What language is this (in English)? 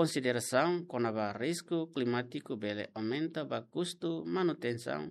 Tetum